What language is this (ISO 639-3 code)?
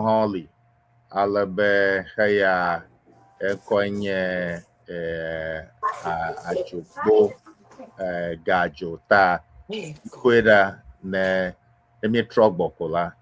ewe